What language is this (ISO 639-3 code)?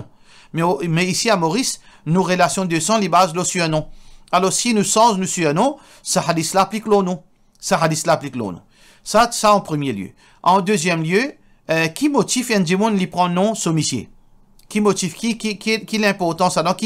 mfe